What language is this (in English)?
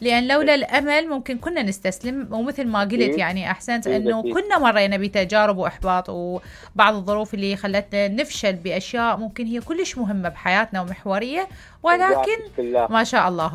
Mesopotamian Arabic